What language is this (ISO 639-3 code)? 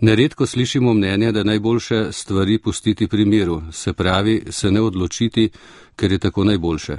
slv